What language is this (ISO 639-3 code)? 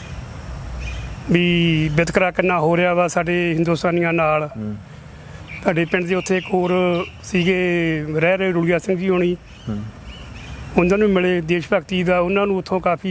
pan